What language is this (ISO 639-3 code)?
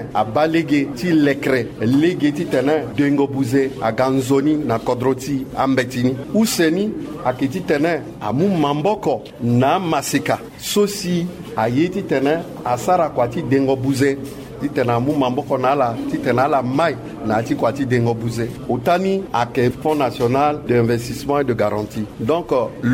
sag